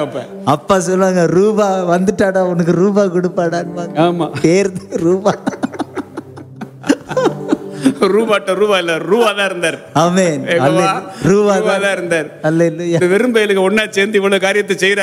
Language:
Tamil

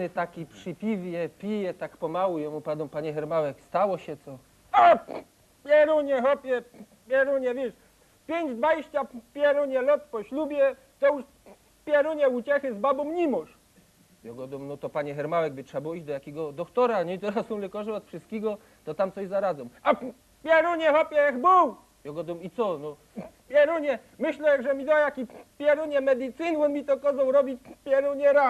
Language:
Silesian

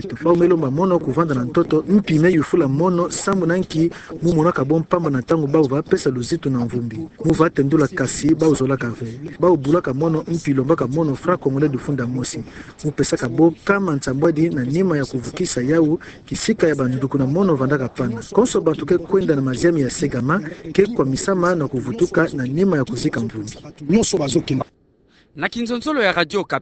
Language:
Kituba (Democratic Republic of Congo)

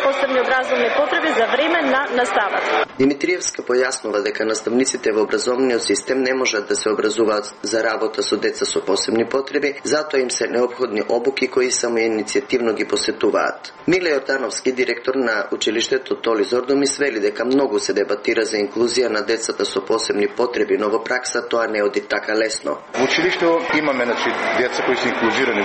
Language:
Macedonian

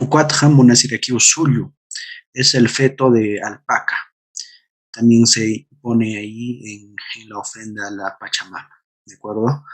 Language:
Aymara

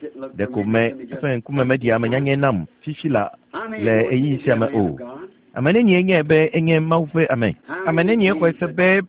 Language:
Ewe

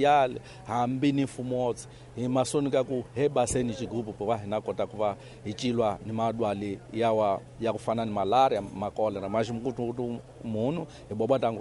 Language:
Tsonga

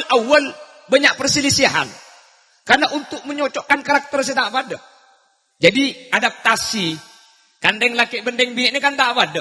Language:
Madurese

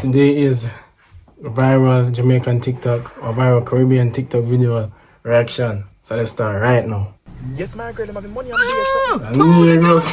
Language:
Jamaican Creole English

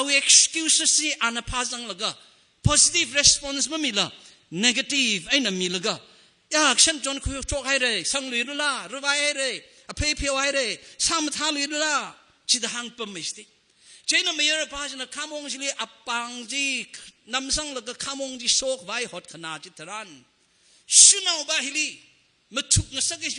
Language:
Tangkhul Naga (India)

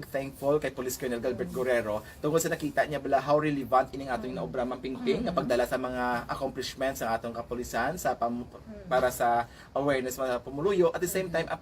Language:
Hiligaynon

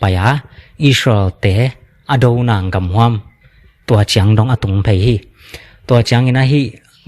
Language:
Tedim Chin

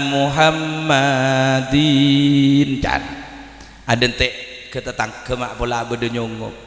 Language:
Madurese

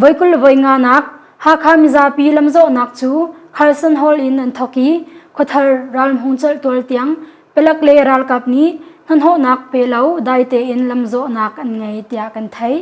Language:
Hakha Chin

